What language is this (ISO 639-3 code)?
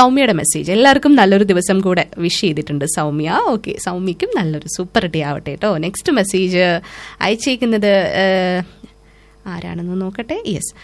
mal